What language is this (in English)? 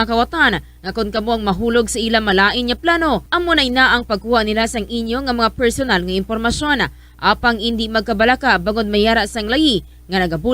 Hiligaynon